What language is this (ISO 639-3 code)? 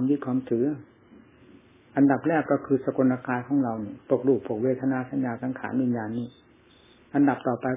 tha